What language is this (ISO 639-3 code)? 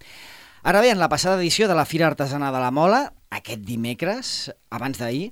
cat